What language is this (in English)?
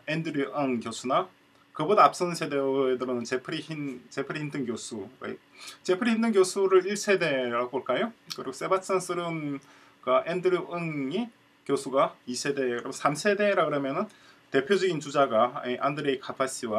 Korean